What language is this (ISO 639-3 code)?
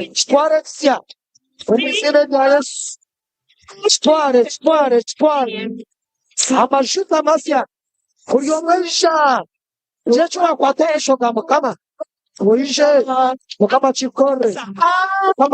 nyn